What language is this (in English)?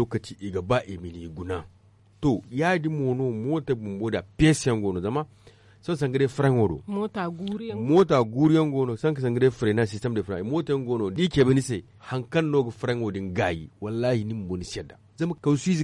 Zarma